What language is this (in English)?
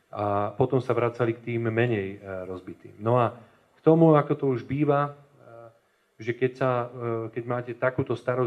Slovak